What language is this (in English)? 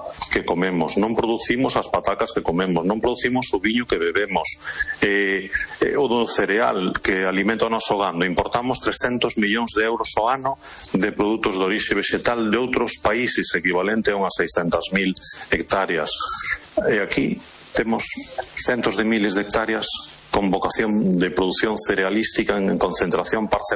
Galician